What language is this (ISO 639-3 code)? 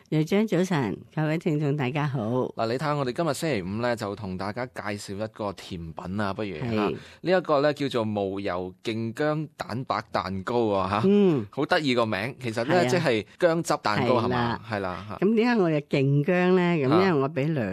yue